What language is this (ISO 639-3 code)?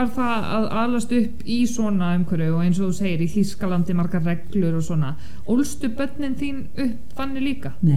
isl